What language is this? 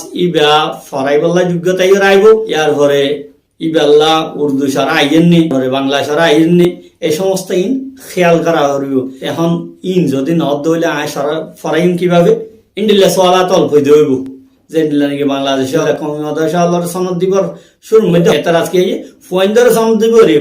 Rohingya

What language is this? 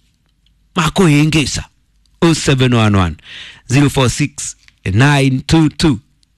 Kikuyu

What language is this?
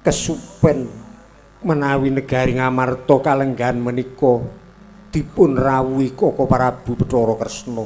Javanese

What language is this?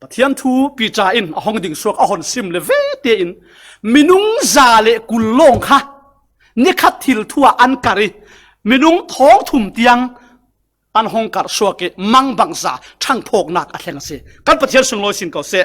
Falam Chin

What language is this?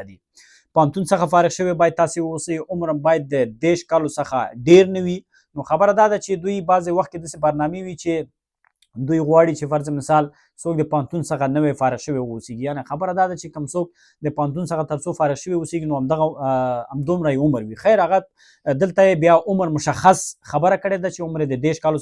Pashto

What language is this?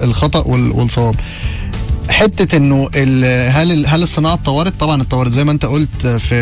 Egyptian Arabic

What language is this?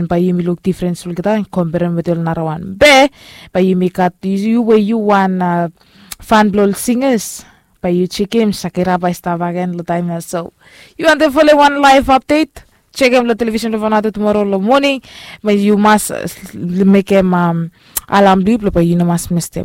Bislama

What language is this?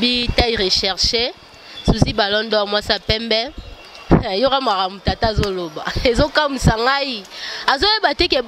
Lingala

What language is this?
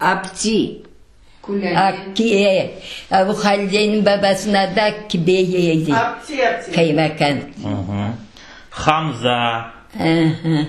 Crimean Tatar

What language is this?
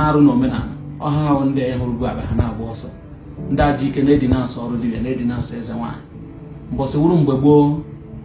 Igbo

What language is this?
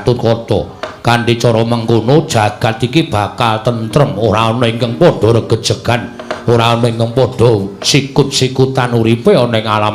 Javanese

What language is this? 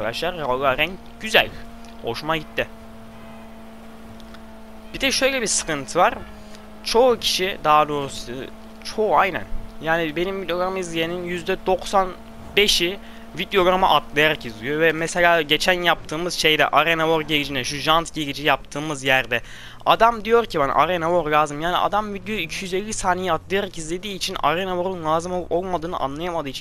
Turkish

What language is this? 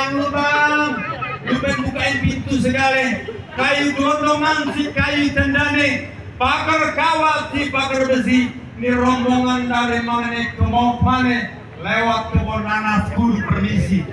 Betawi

